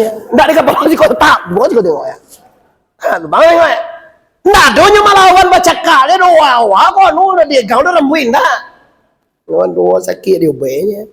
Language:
Minangkabau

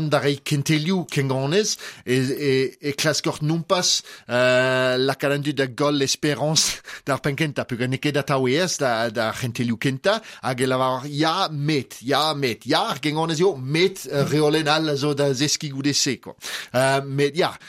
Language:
Breton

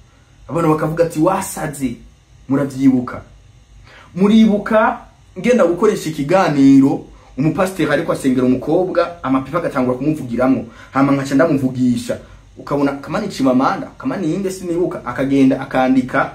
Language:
Rundi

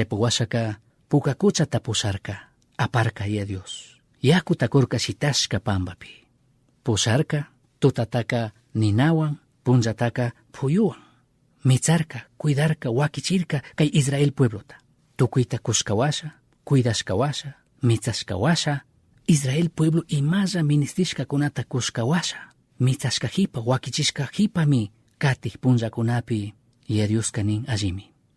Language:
Chimborazo Highland Quichua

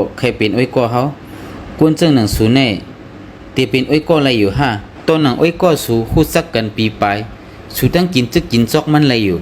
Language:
Shan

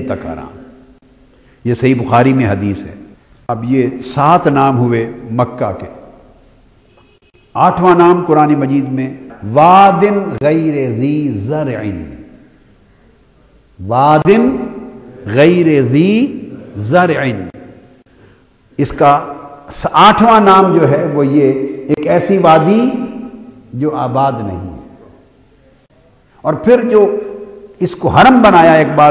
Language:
Urdu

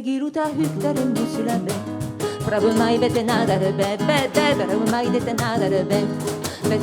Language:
Occitan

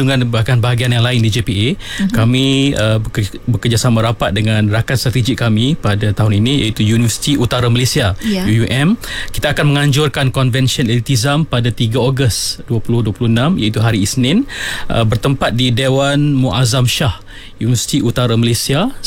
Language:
Malay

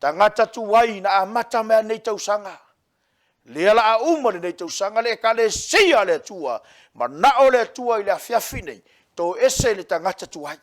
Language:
Samoan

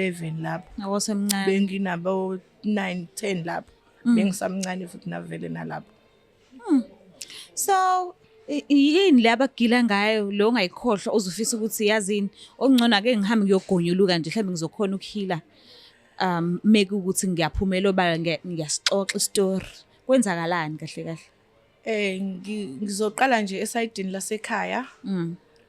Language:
Zulu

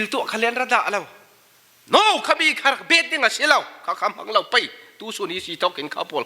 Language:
Falam Chin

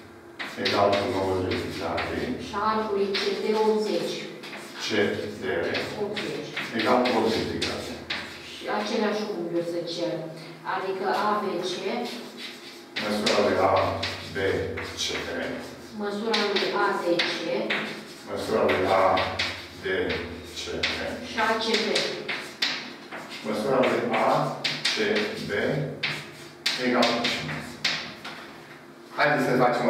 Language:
Romanian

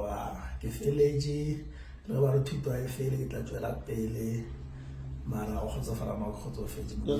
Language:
Northern Sotho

